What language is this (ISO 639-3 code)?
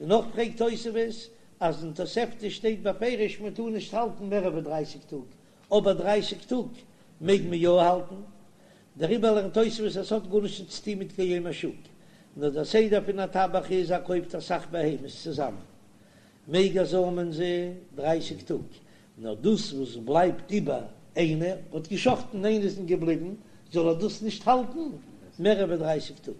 yid